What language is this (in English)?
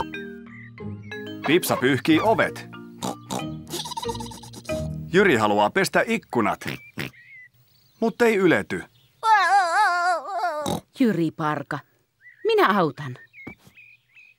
Finnish